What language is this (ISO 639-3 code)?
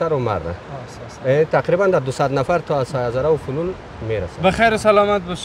fas